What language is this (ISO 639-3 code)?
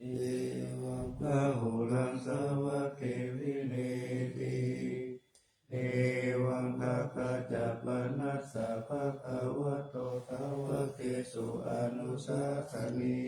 pli